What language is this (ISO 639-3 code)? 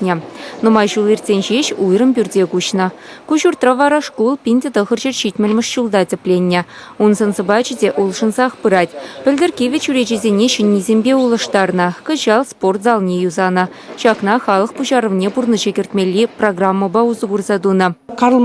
chv